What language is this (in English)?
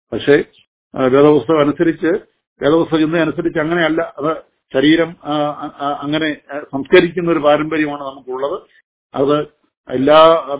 Malayalam